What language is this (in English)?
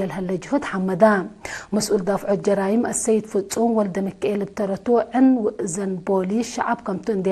Tigre